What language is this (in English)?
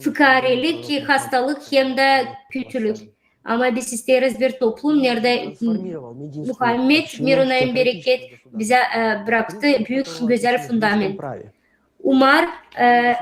Gagauz